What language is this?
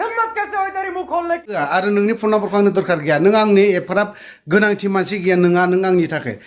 Bodo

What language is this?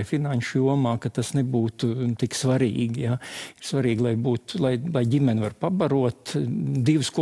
Latvian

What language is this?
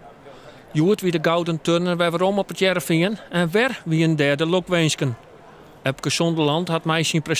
Western Frisian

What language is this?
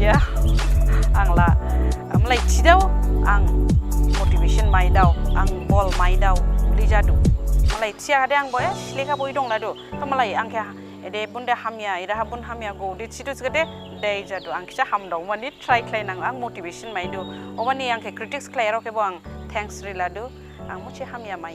Dimasa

